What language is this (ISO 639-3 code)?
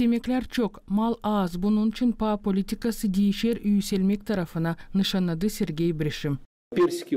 gag